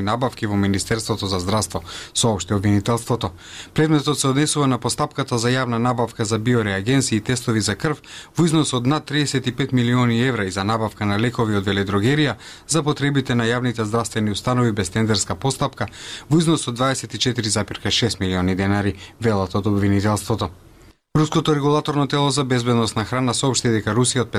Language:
Macedonian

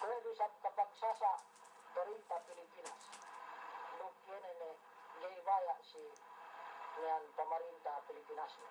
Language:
Yakan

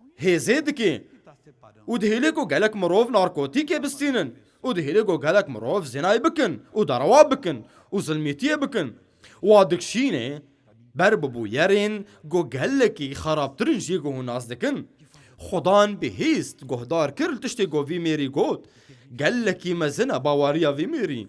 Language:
Kurdish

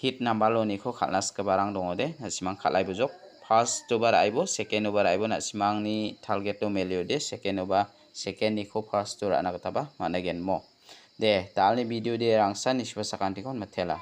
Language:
Garo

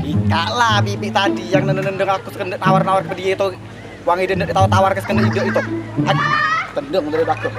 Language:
Musi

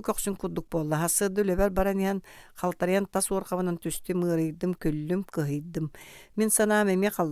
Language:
Yakut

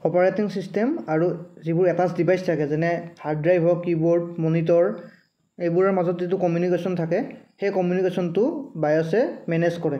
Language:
Assamese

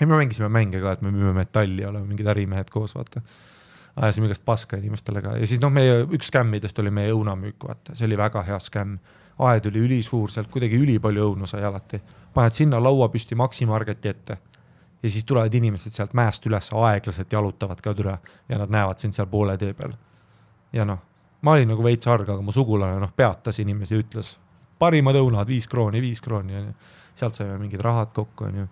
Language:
Estonian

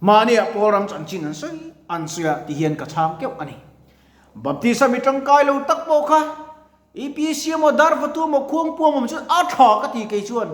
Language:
Mizo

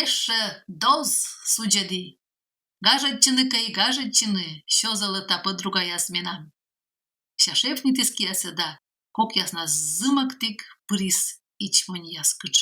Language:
Komi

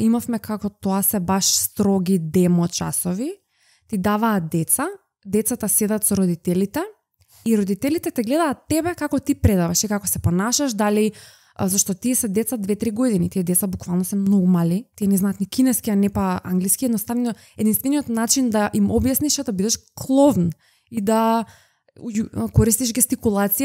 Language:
Macedonian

